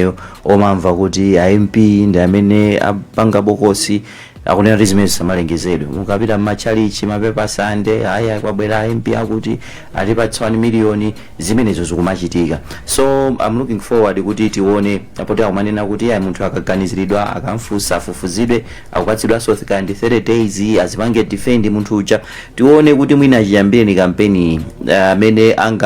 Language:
Nyanja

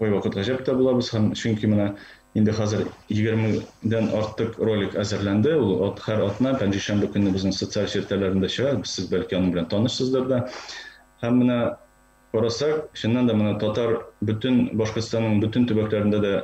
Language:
Tatar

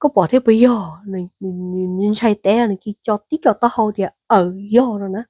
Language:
Hmong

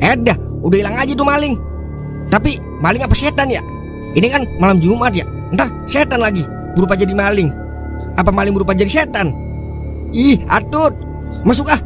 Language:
Betawi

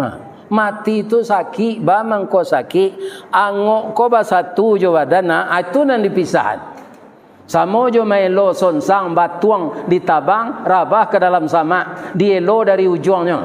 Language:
Minangkabau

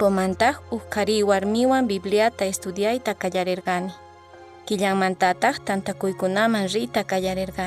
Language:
Quechua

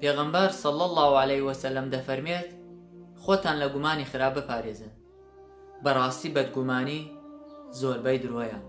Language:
Central Kurdish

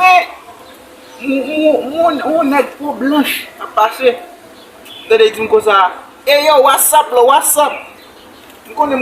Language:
Haitian Creole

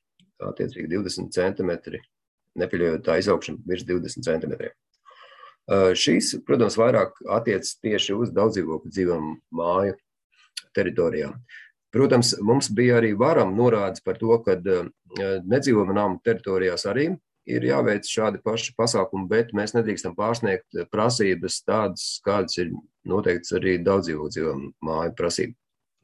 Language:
Latvian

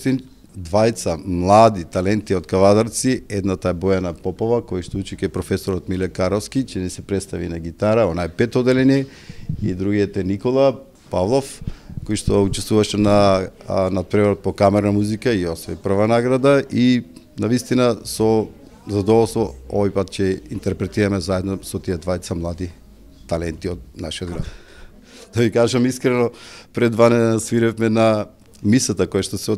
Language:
Macedonian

